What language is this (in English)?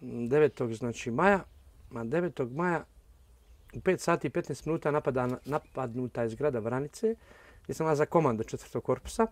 Bosnian